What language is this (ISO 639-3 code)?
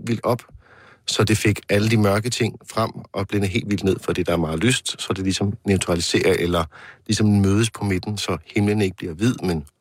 dan